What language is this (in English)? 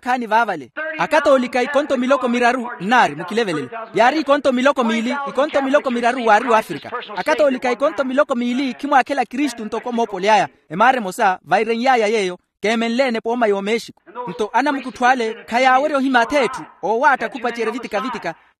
Makhuwa